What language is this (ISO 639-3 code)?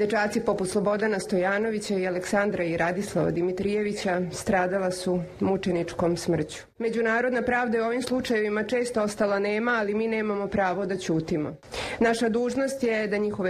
srp